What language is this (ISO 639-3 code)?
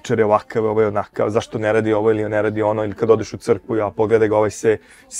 srp